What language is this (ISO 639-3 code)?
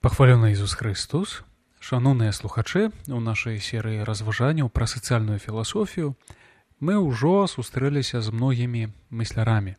bel